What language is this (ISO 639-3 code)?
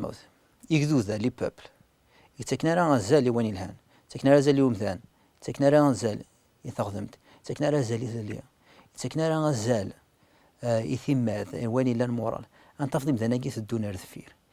kab